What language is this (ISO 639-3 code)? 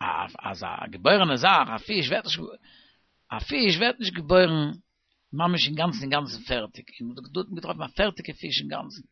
yid